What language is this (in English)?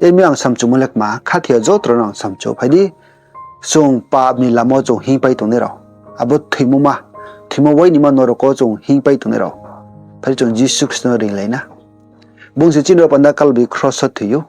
Riang (India)